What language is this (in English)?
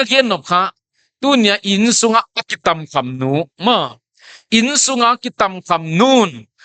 Paite Chin